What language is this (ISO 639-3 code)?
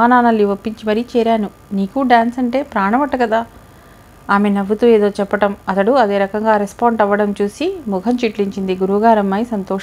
tel